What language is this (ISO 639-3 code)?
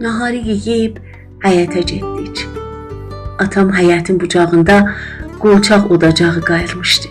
azb